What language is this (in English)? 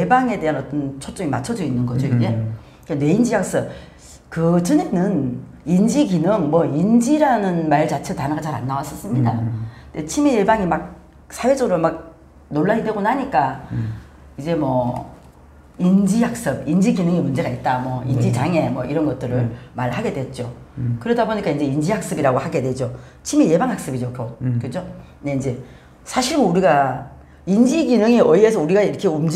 Korean